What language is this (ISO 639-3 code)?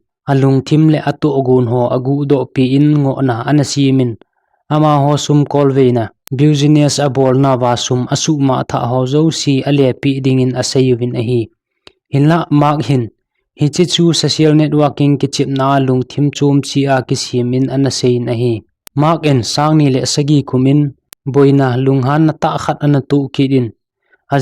tcz